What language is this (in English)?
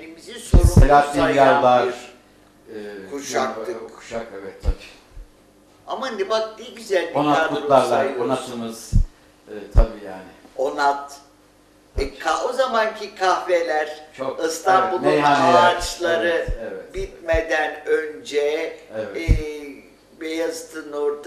Turkish